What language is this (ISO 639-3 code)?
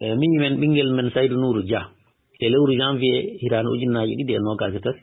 ful